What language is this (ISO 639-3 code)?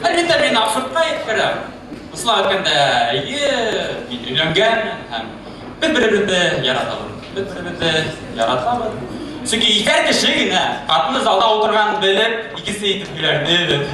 bak